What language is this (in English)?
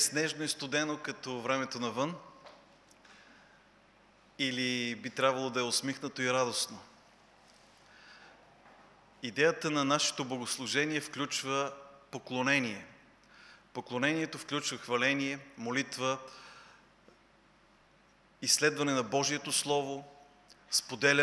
Bulgarian